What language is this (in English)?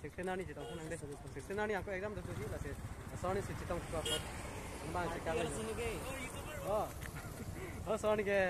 Karbi